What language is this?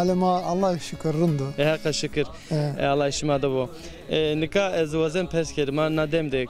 Zaza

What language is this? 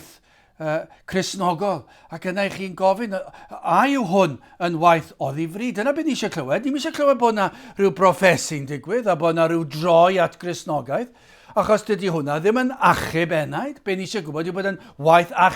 Welsh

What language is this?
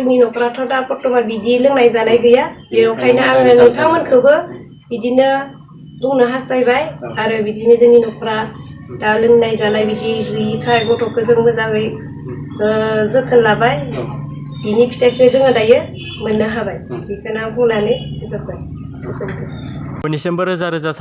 Bodo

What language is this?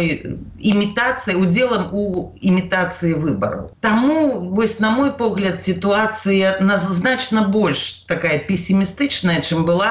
Belarusian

